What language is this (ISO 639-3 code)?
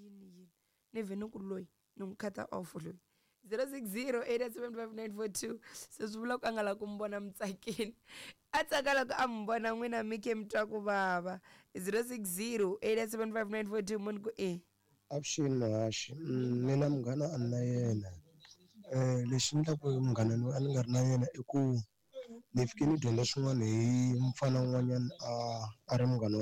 tso